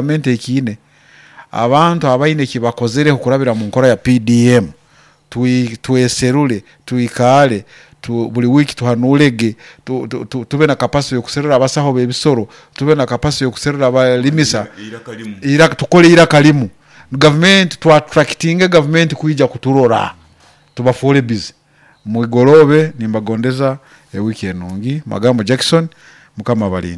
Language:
Nyoro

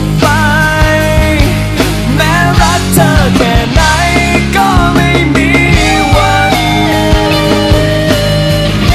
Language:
Thai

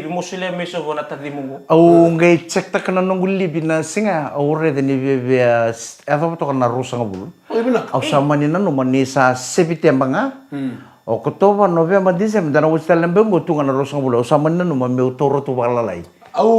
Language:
Fijian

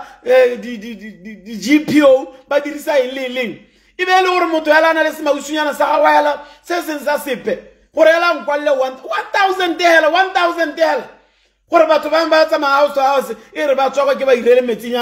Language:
Tswana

